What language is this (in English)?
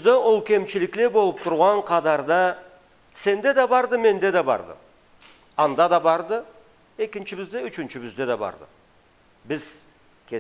Karachay-Balkar